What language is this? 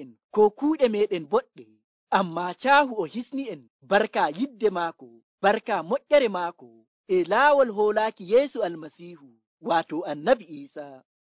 Nigerian Fulfulde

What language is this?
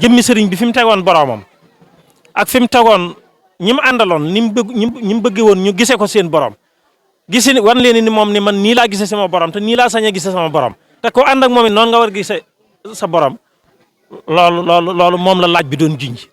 Wolof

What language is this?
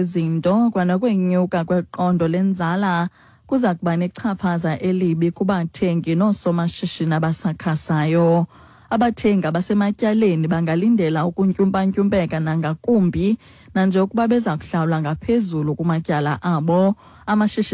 Xhosa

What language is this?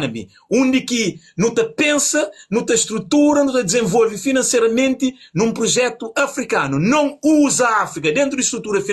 Kabuverdianu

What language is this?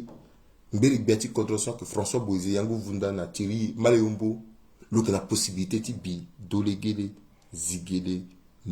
Sango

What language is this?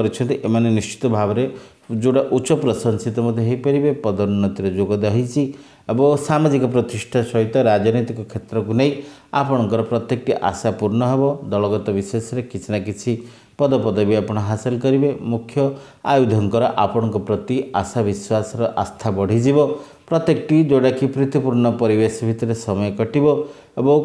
Odia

